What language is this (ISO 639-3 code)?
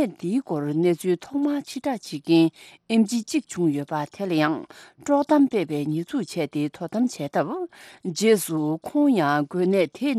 bod